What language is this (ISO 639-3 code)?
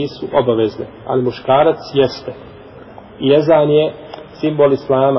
bos